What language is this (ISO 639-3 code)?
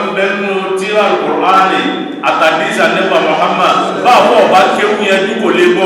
yor